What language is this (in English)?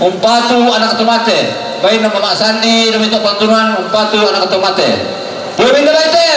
Toraja-Sa'dan